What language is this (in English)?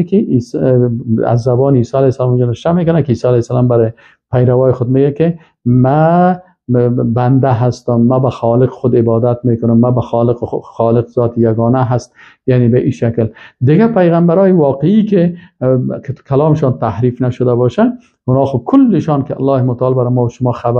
Persian